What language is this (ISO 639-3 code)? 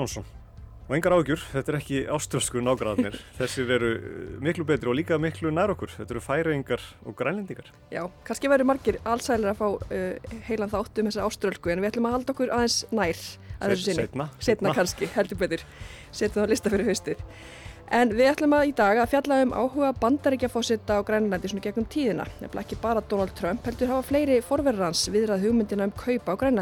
isl